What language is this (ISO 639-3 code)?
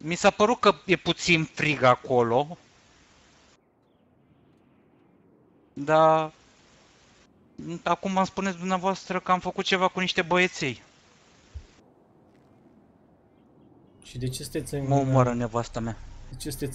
ron